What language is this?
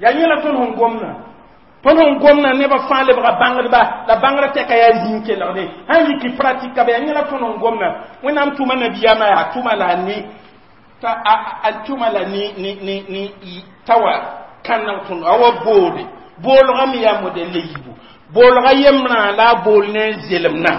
Mossi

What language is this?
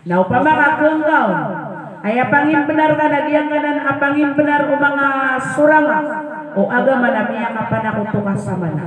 Maranao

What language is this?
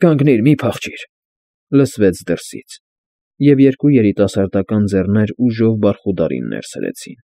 Armenian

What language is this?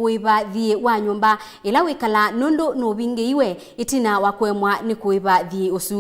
Kamba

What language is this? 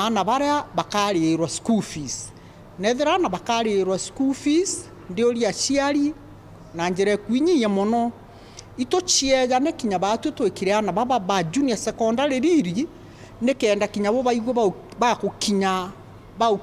Meru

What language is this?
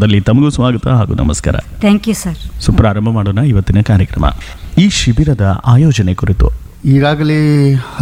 Kannada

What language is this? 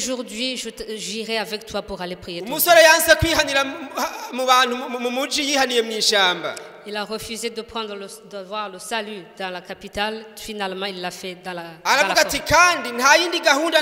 Rundi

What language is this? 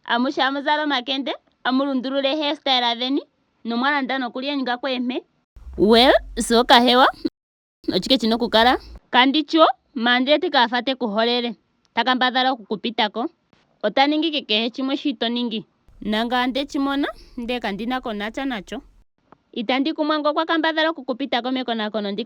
Ndonga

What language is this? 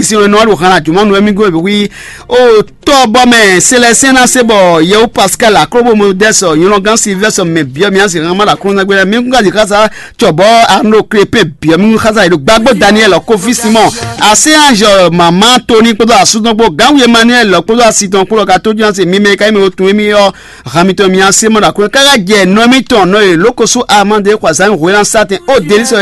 Fon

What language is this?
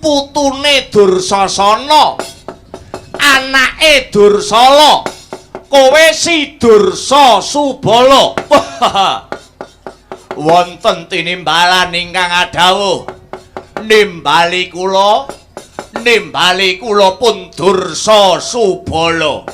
Javanese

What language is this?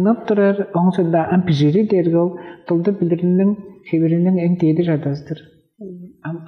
Tuvinian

